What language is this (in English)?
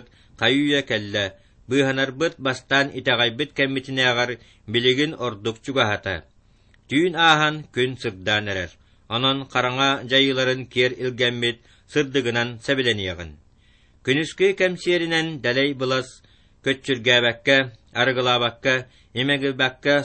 Yakut